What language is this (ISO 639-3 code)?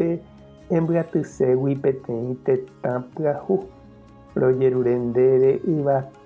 grn